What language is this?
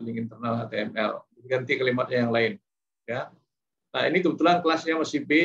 Indonesian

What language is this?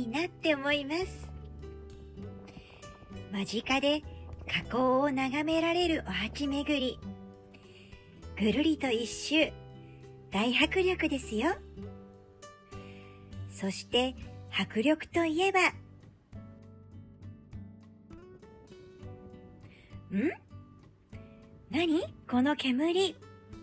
Japanese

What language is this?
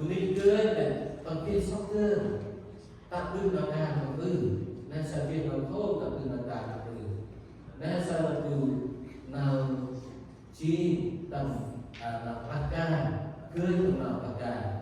Central Mnong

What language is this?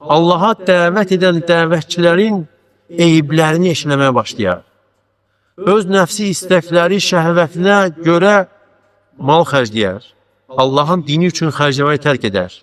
Azerbaijani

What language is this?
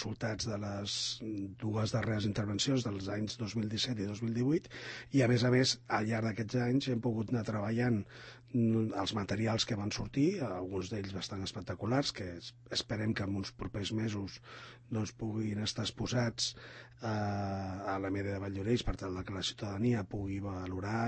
Catalan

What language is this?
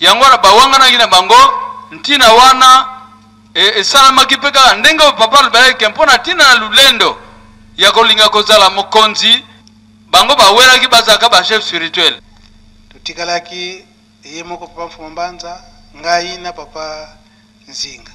Lingala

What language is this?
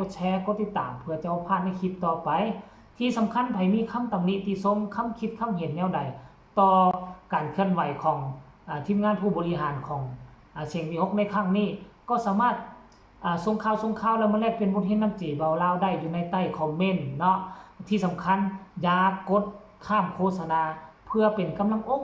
Northeastern Thai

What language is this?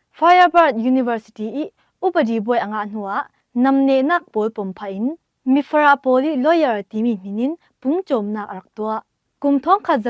Falam Chin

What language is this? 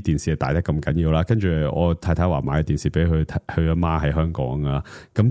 Cantonese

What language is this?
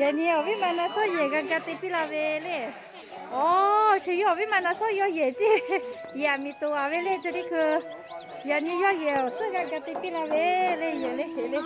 Lahu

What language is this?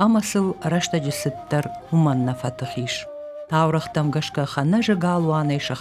Ossetic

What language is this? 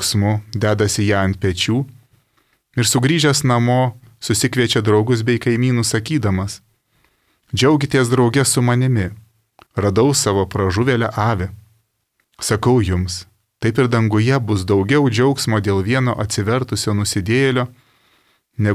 Lithuanian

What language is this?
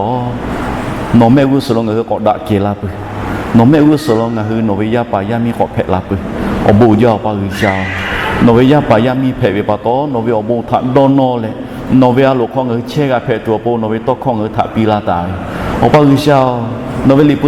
Lahu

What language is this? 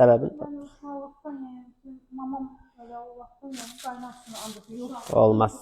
Azerbaijani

